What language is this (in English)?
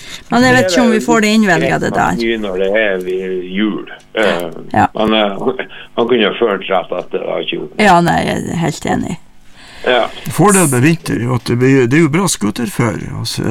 Norwegian